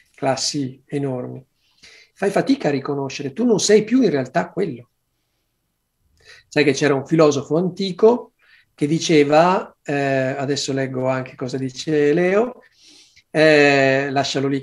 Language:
Italian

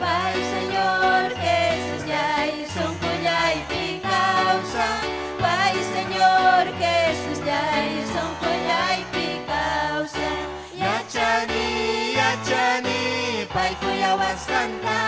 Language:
Ayacucho Quechua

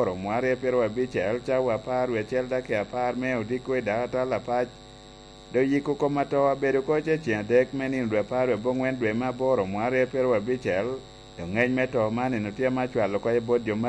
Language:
Lango (Uganda)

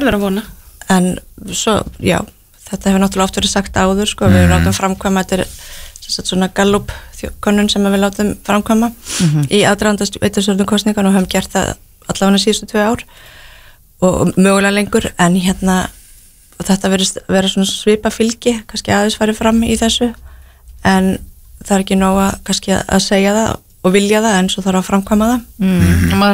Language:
Icelandic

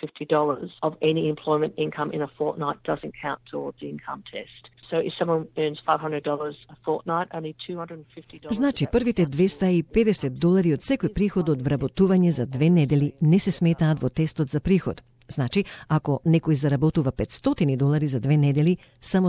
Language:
Macedonian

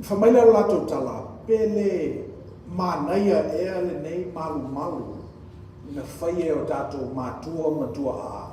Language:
Samoan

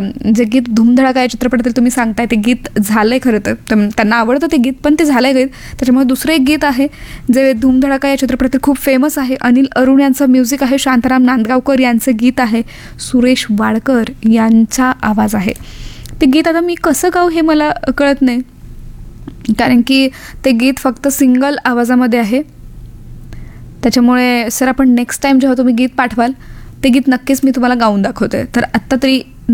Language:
Marathi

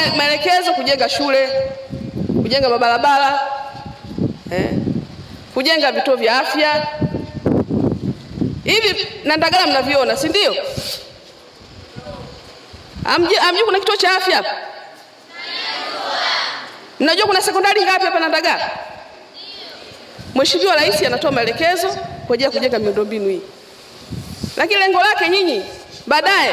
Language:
Swahili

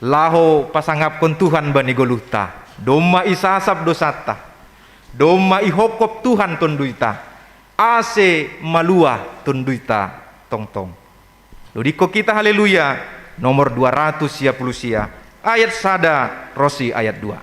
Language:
Batak Simalungun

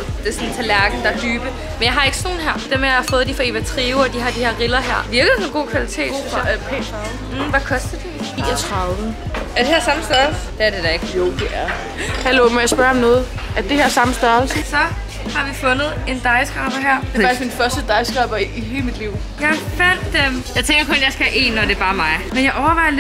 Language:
Danish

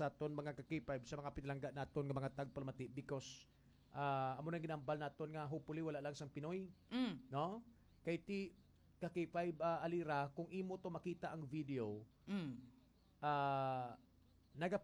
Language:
Hiligaynon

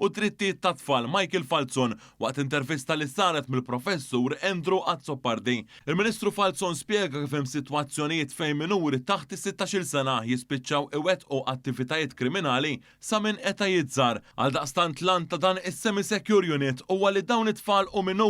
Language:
Maltese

